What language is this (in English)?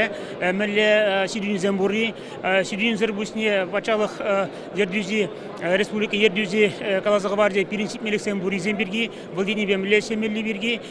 Chuvash